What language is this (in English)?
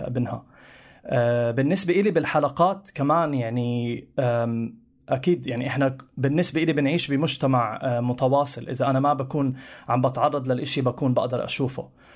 North Levantine Arabic